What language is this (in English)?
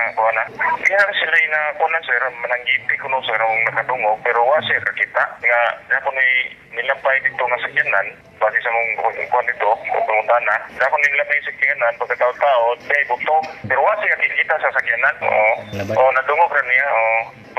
Cebuano